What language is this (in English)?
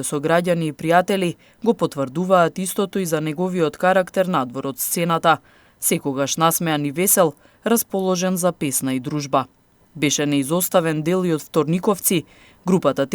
Macedonian